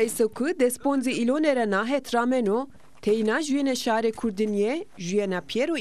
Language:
Zaza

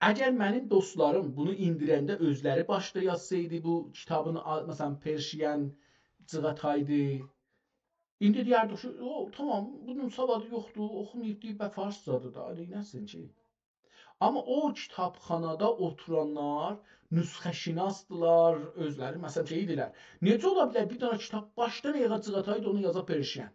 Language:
South Azerbaijani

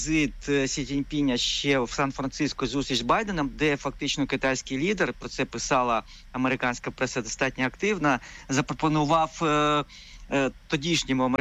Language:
Ukrainian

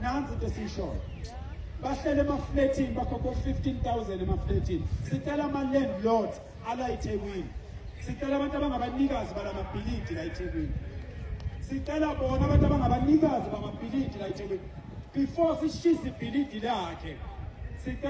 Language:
Zulu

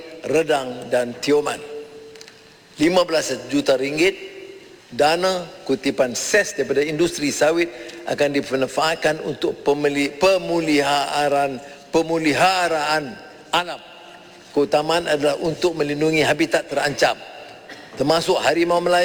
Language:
Malay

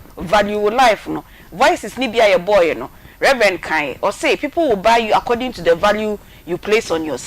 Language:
Akan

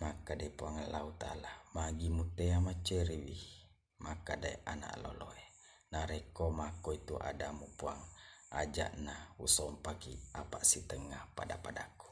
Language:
Buginese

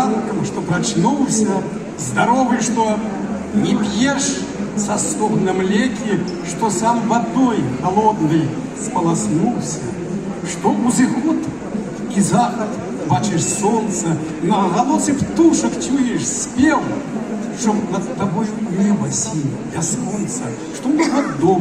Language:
Belarusian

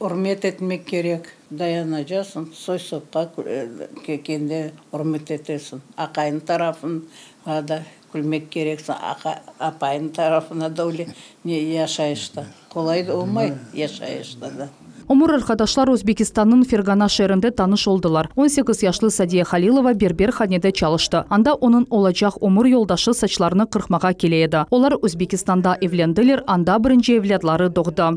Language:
Crimean Tatar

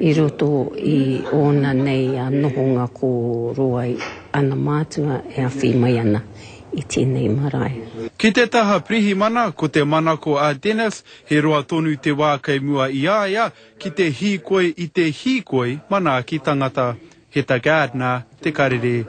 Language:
Māori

